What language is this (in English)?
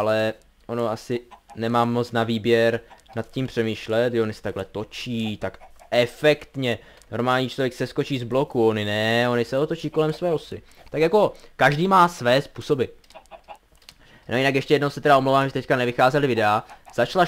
Czech